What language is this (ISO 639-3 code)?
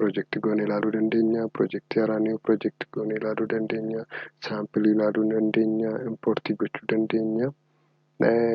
orm